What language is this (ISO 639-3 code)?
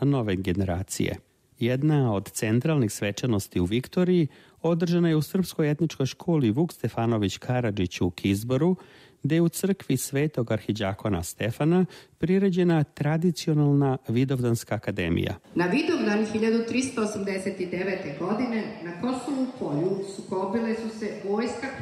srp